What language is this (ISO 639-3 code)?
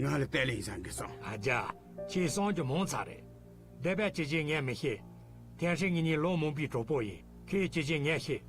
bod